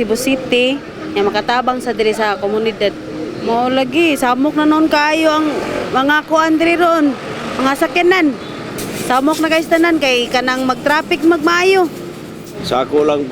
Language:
Cebuano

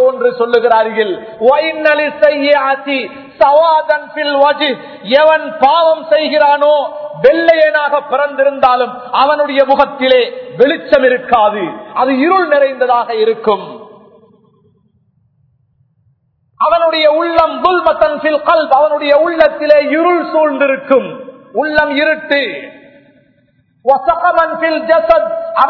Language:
Tamil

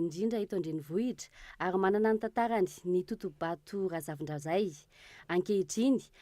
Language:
Malagasy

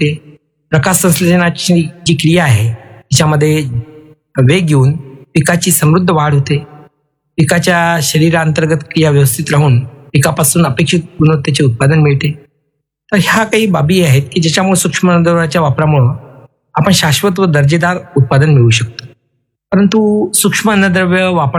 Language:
Marathi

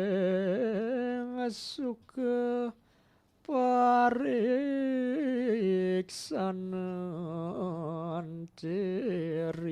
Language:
Balinese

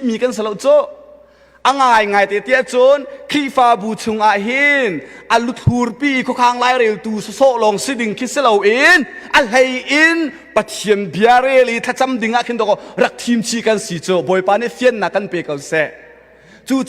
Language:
Hakha Chin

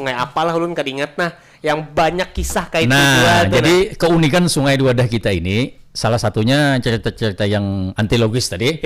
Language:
Banjar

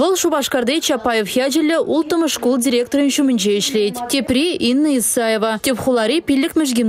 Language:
Chuvash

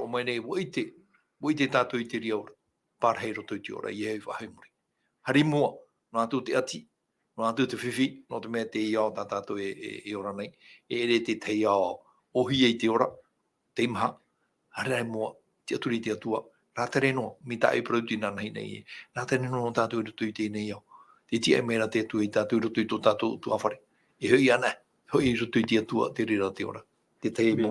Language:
Tahitian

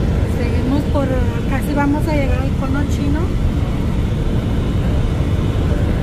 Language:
Spanish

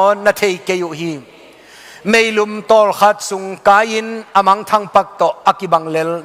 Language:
Tedim Chin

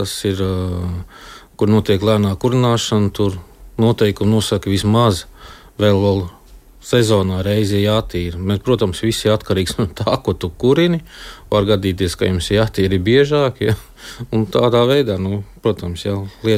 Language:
Latvian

